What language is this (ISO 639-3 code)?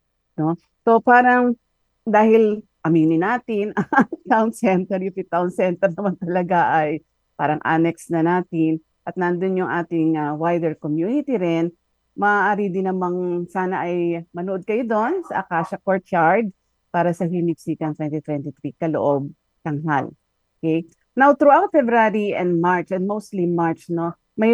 fil